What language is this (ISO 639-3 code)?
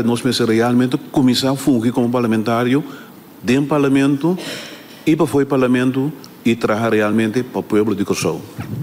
pap